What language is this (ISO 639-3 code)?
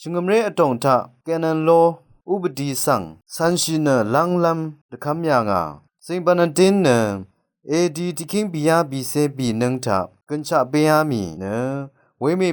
raw